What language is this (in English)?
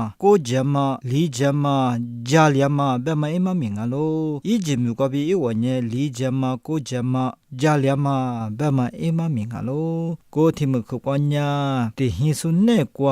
Lisu